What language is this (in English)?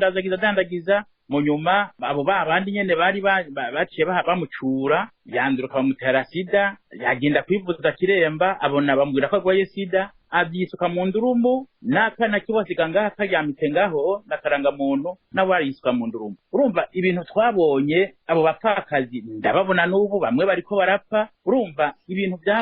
Rundi